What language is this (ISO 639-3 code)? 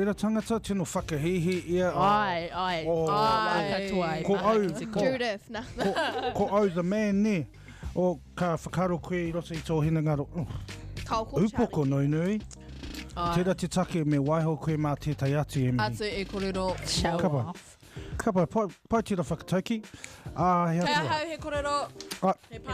mri